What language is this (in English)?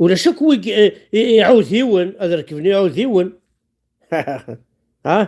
Kabyle